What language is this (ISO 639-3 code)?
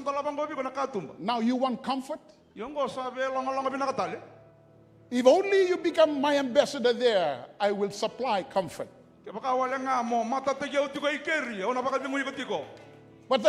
fij